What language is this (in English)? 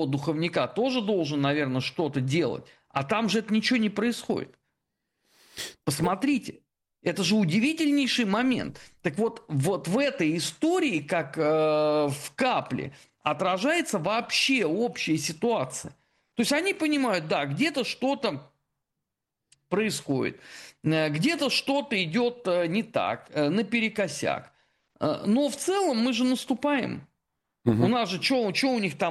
Russian